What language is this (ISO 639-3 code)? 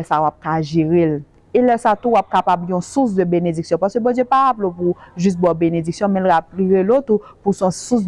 hat